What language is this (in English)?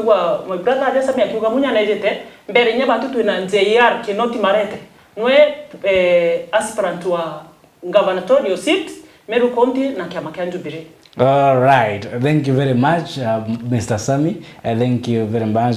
Meru